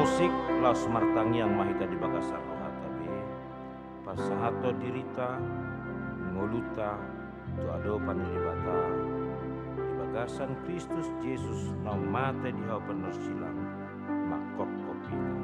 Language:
Batak Toba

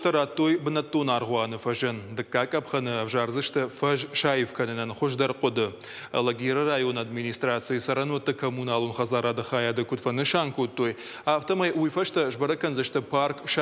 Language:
Ossetic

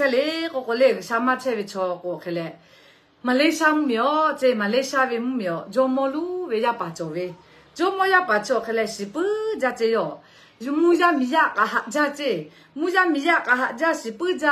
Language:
Lahu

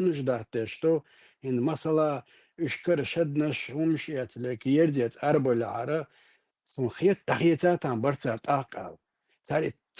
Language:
Chechen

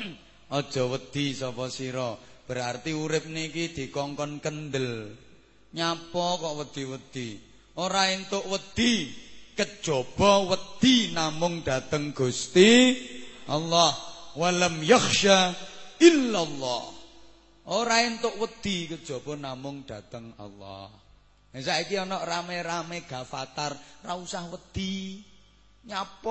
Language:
Javanese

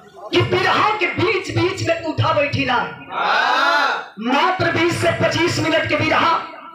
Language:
Bhojpuri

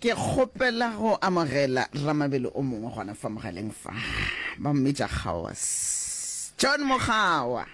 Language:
Northern Sotho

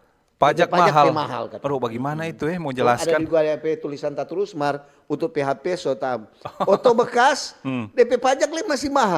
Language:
Manado Malay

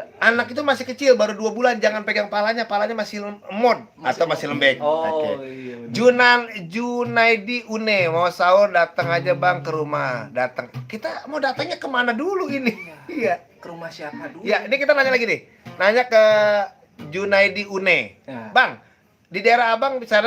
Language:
Betawi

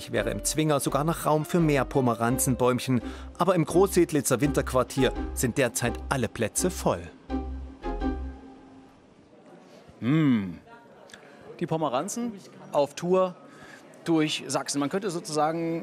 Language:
German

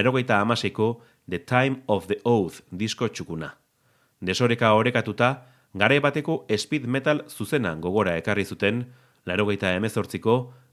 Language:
Basque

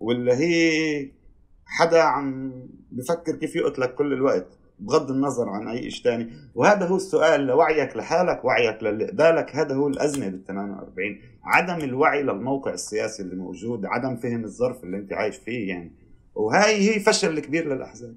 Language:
North Levantine Arabic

